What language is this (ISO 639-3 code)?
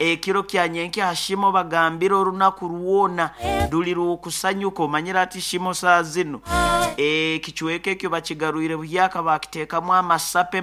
nyo